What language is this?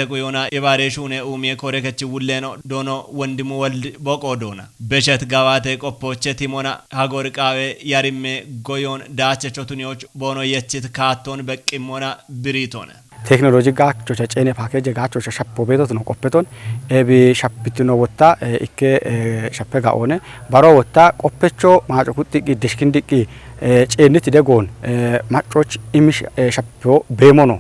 Kafa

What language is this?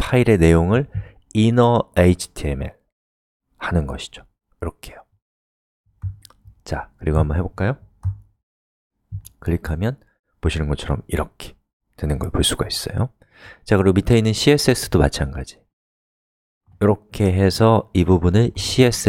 Korean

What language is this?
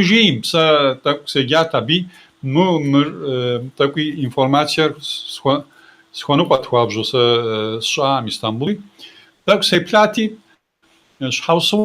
Kabardian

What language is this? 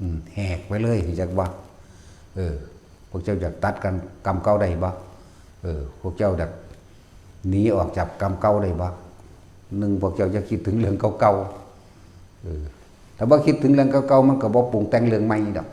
Northeastern Thai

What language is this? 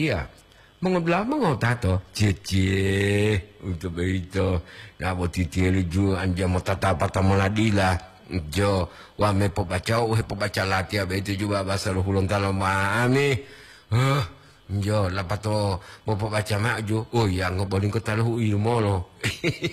Gorontalo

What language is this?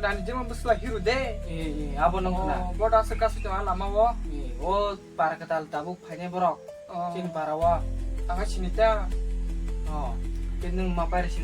Kok Borok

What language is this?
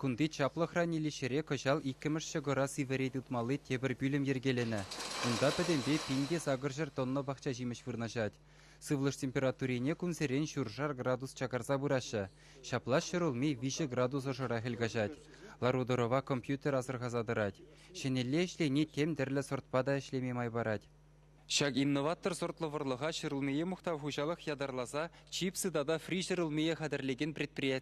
Chuvash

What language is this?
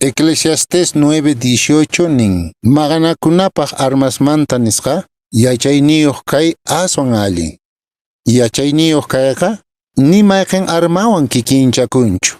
Quechua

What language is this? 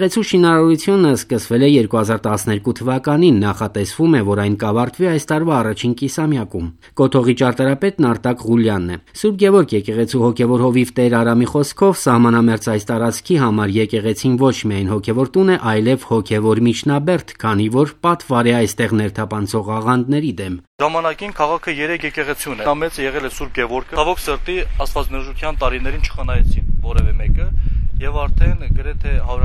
Armenian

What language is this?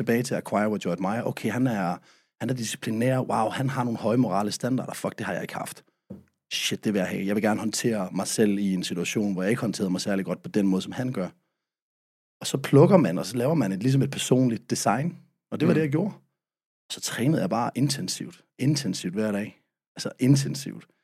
Danish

